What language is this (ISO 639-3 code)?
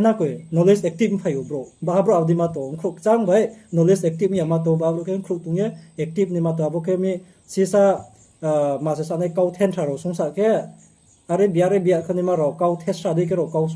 ria